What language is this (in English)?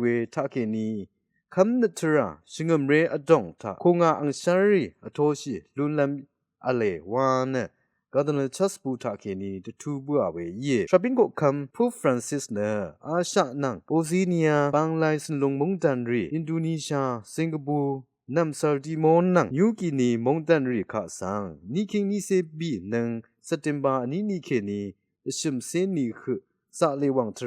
Rawang